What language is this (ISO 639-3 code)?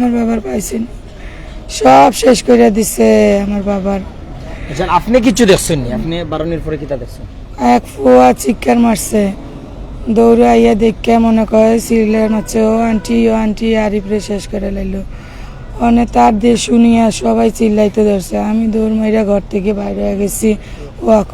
syl